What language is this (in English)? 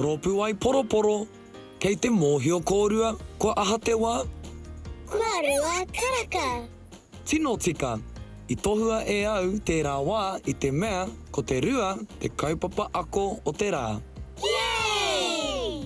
Māori